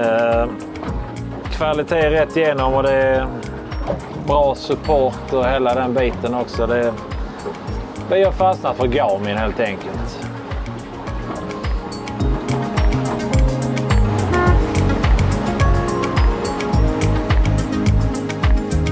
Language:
Swedish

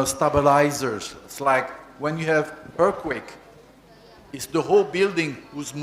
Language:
Gilbertese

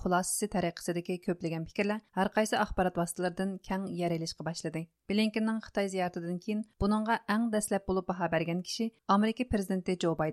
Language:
Uyghur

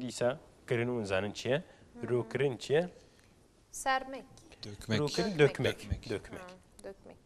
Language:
Kurdish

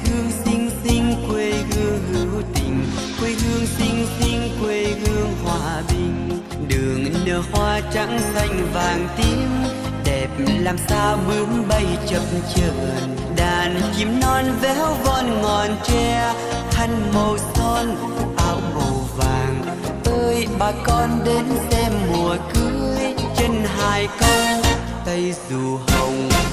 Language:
Vietnamese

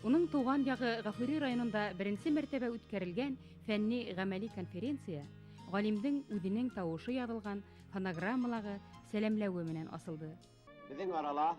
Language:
Bashkir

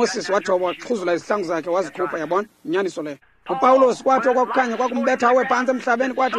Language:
Xhosa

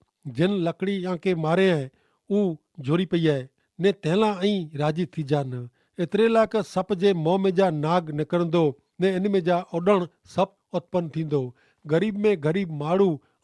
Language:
Kachhi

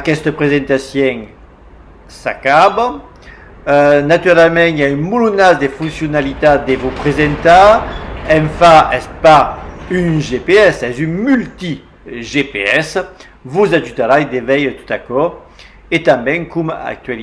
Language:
Occitan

